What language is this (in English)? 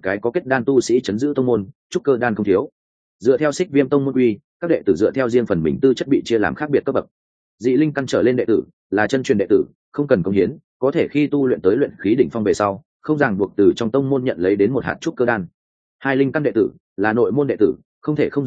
Vietnamese